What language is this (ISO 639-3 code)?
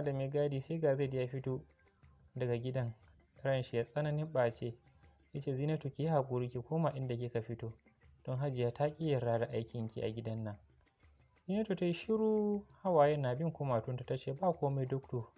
hau